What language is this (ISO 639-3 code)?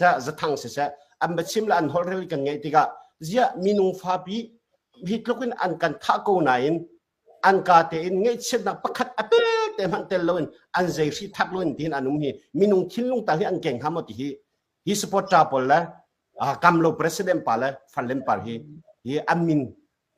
cnh